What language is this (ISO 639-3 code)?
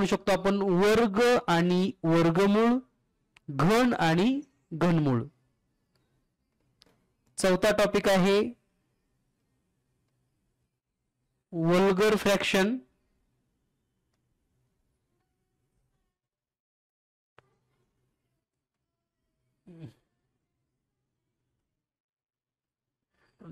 mar